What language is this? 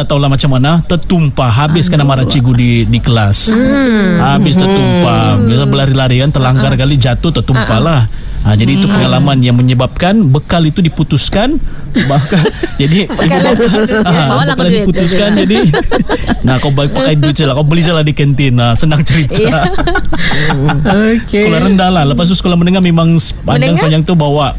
Malay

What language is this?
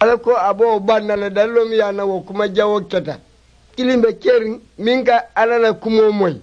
Mandingo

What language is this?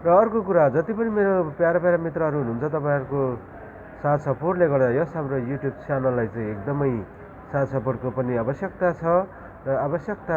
Nepali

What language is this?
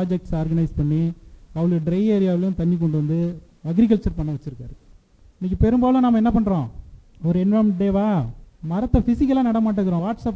Tamil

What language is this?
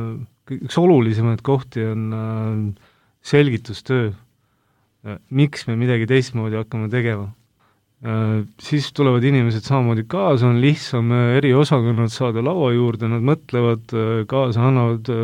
Estonian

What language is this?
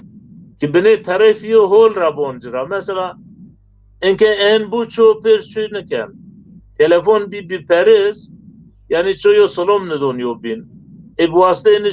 Zaza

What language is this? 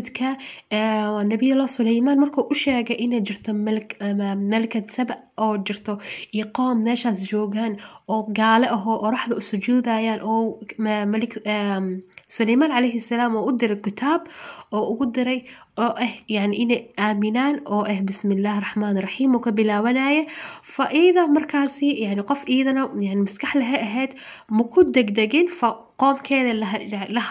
Somali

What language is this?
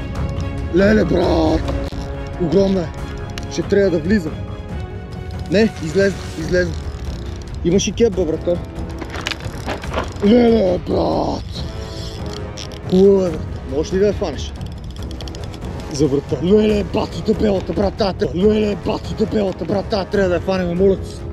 Bulgarian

